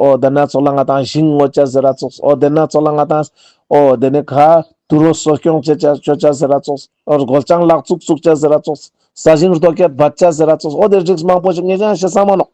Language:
Ladakhi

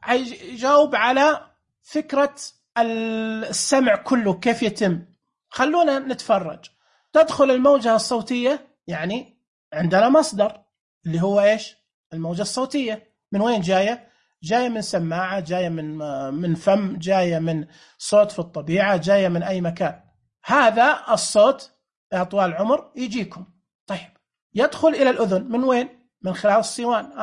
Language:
Najdi Arabic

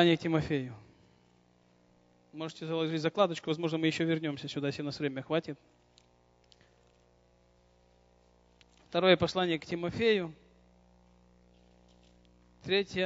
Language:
Russian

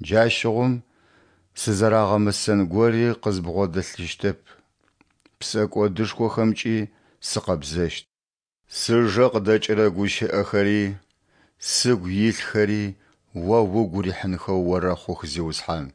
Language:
Adyghe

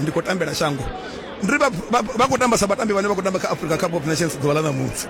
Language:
Venda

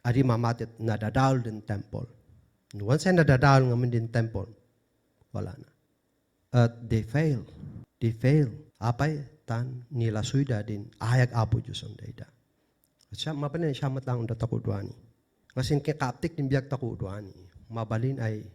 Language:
Kankanaey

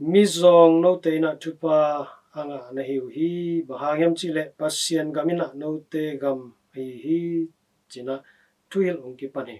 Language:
Tedim Chin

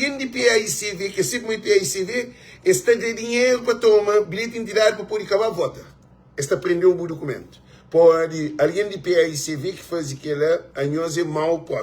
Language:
Kabuverdianu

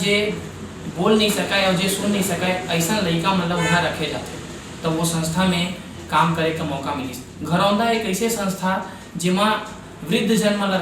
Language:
Chhattisgarhi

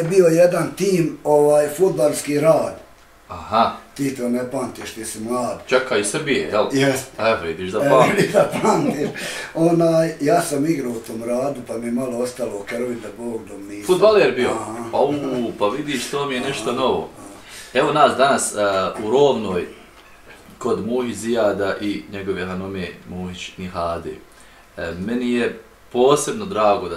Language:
Bosnian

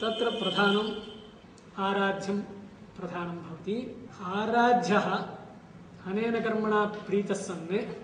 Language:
Sanskrit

